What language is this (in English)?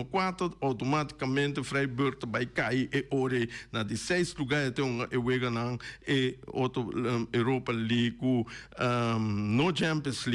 Papiamento